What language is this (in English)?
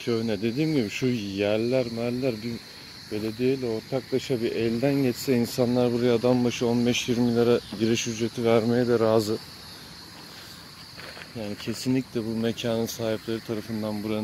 Turkish